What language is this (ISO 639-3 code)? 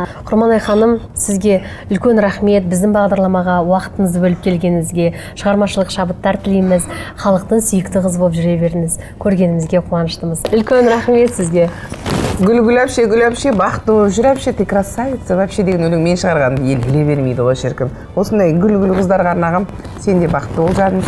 kaz